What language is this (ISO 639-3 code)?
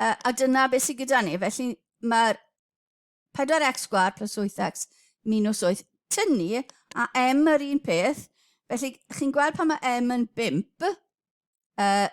cym